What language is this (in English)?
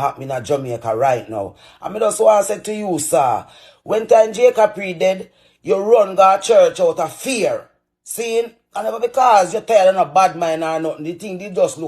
Jamaican Creole English